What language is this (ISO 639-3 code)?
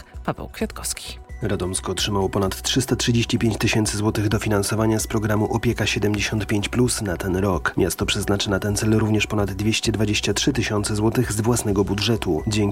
pol